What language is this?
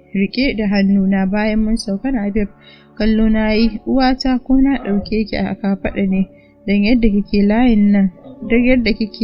Hausa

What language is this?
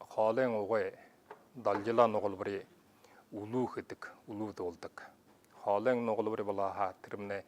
Buriat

